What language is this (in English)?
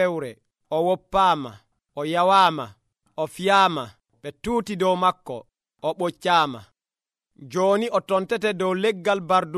Nigerian Fulfulde